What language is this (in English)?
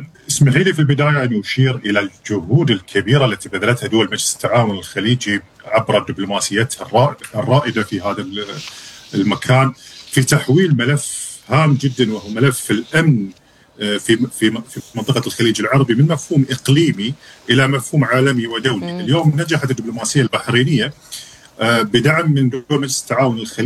Arabic